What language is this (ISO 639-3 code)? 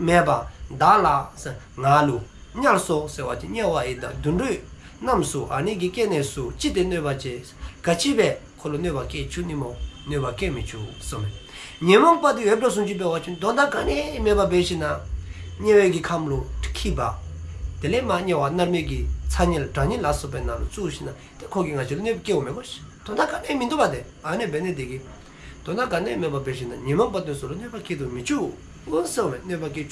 dzo